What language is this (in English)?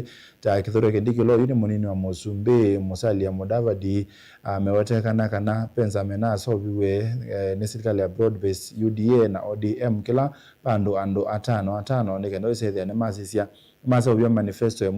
Kamba